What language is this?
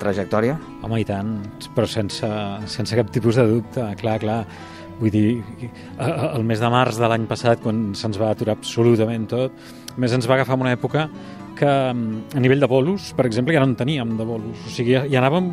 Catalan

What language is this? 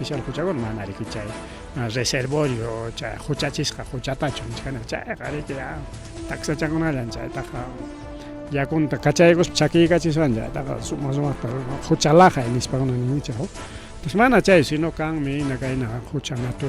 Ayacucho Quechua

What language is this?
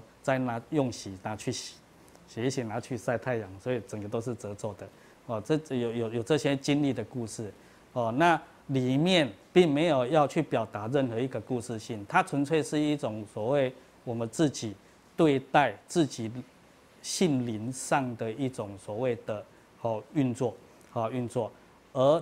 Chinese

